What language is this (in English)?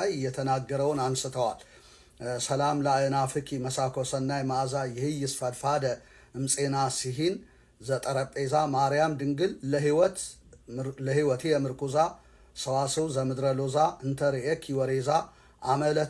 Amharic